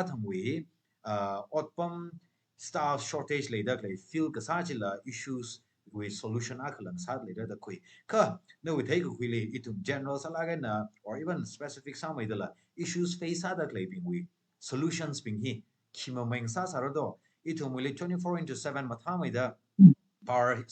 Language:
Tangkhul Naga (India)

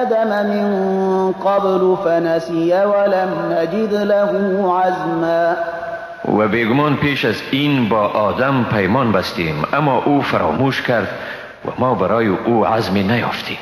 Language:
Persian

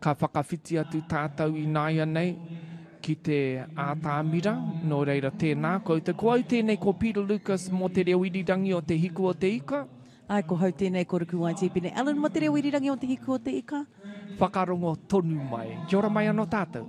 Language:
Māori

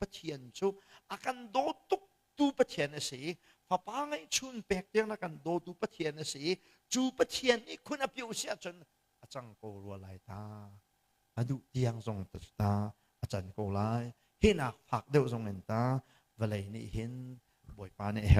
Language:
Hakha Chin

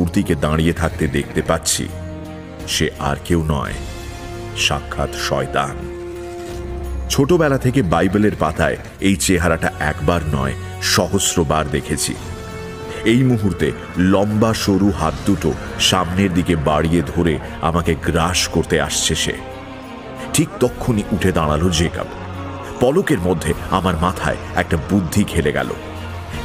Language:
Bangla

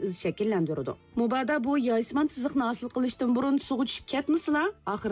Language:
Uyghur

